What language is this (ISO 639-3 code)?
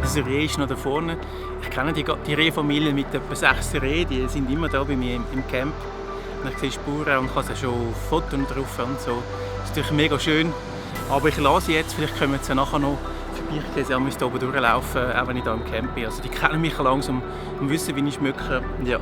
gsw